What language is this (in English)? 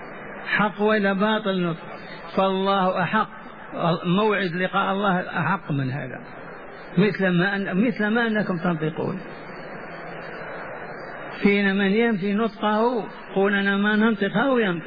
Arabic